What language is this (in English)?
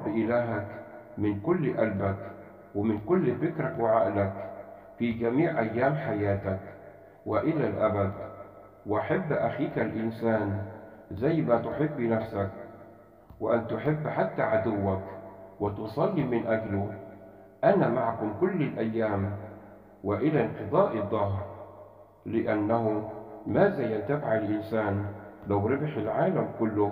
Egyptian Arabic